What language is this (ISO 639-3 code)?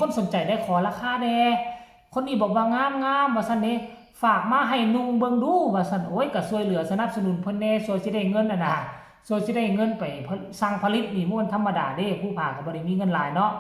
lao